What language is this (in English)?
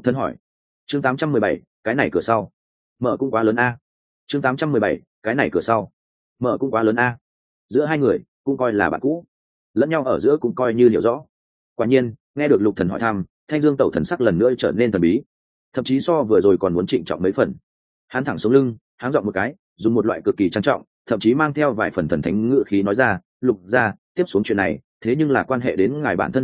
Vietnamese